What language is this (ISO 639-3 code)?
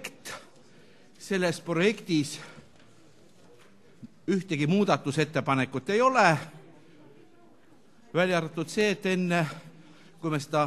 est